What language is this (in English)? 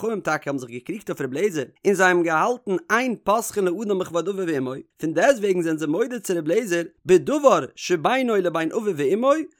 Yiddish